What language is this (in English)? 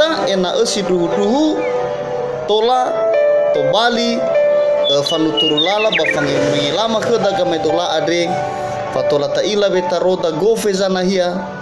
Nias